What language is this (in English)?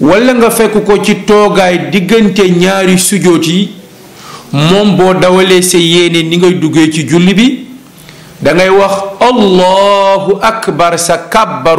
Wolof